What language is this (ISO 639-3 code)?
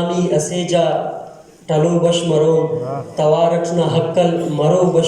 brh